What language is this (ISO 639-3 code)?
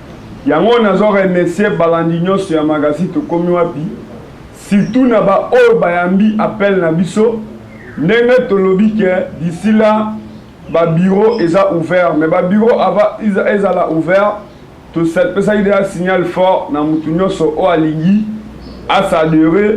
lin